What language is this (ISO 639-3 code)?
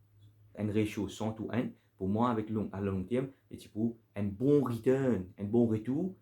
mfe